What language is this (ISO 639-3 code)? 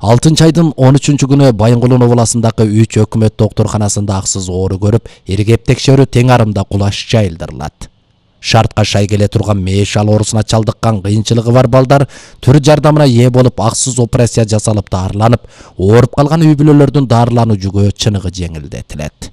kir